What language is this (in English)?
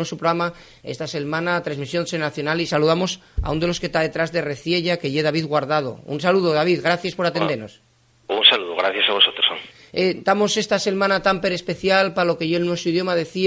Asturian